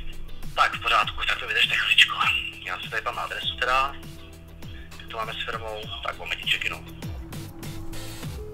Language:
Czech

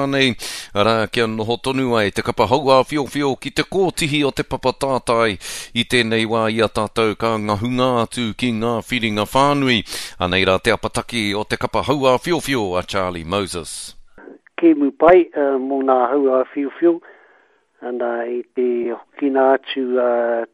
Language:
Māori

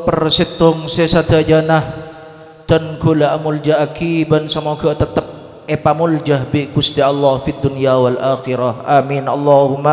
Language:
Madurese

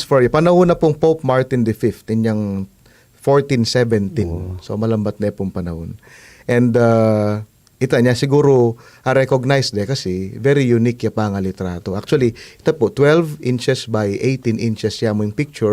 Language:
Pampanga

